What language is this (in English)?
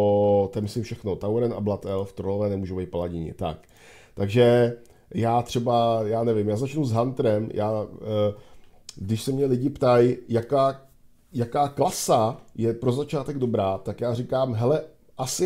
Czech